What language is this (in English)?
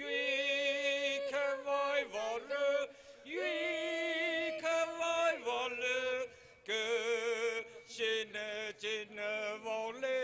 Tangkhul Naga (India)